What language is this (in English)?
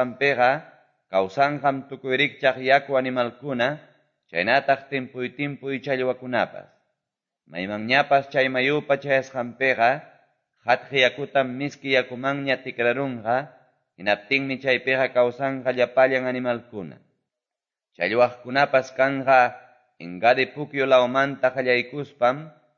Quechua